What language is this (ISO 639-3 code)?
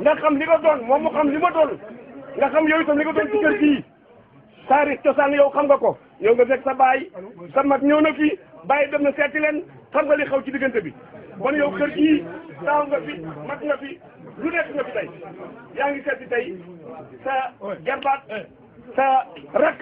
wol